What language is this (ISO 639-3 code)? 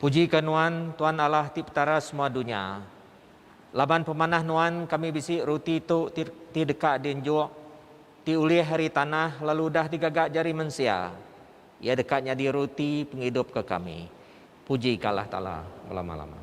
iba